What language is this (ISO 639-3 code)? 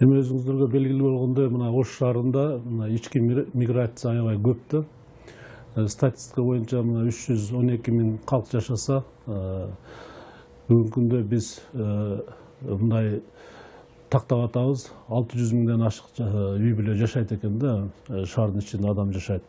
kir